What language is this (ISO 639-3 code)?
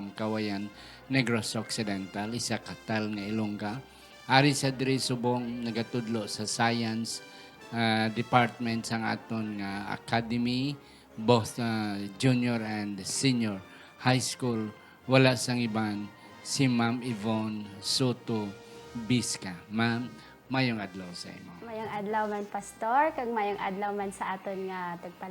hil